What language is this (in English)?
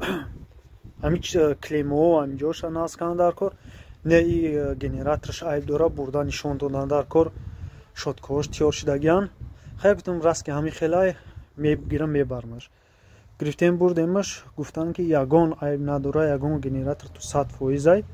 Tajik